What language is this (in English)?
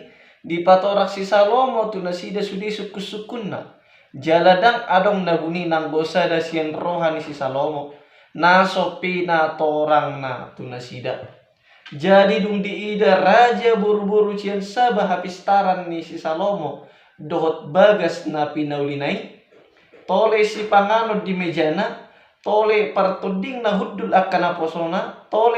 Batak Toba